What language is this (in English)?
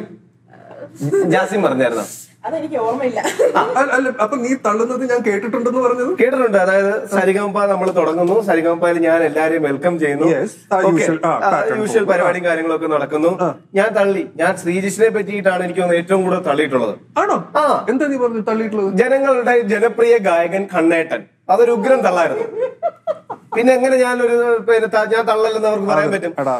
Malayalam